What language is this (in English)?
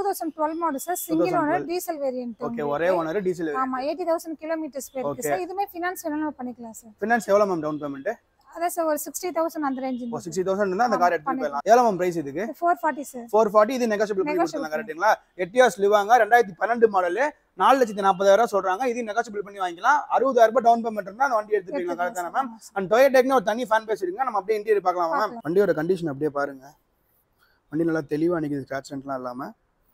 Tamil